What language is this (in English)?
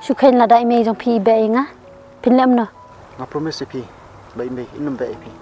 Khasi